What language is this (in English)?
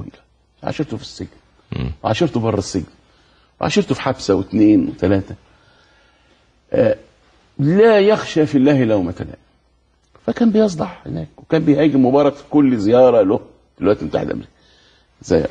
Egyptian Arabic